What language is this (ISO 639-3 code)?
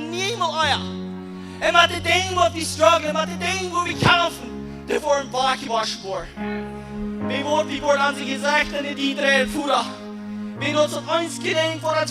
pdt